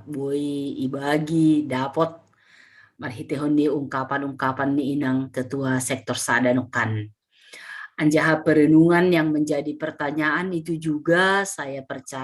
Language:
Batak Simalungun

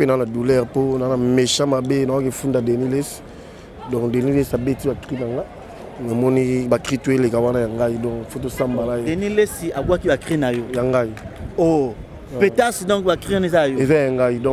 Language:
Lingala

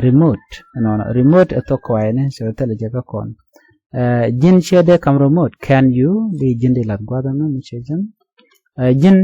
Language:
Nuer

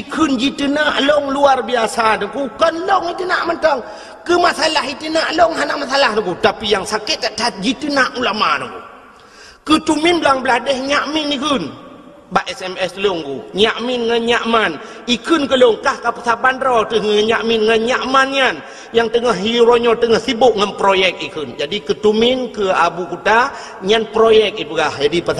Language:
Achinese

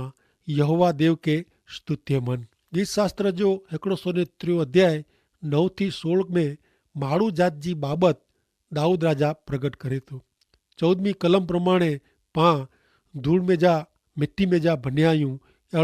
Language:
Kachhi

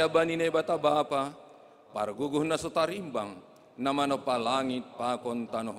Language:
Batak Simalungun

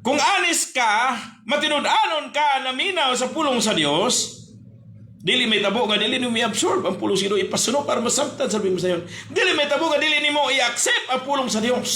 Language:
Cebuano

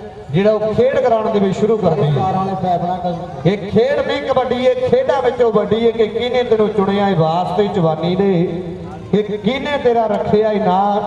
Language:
Punjabi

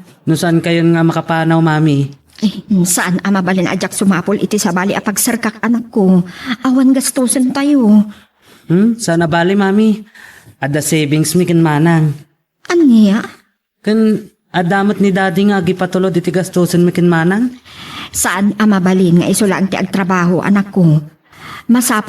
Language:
Iloko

